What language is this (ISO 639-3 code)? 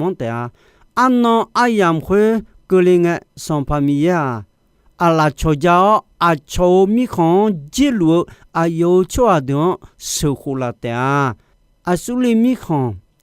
ahk